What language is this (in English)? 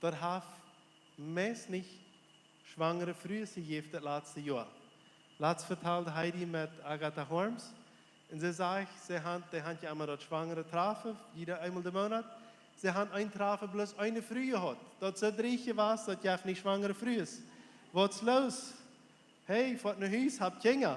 Plautdietsch